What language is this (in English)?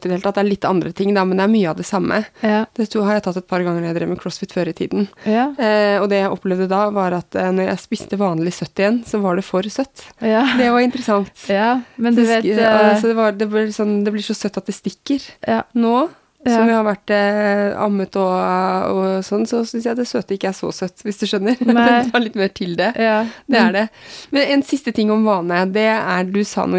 Norwegian